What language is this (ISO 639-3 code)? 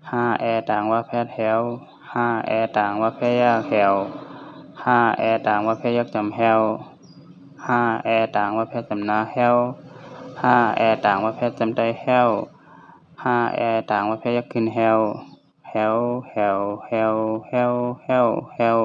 shn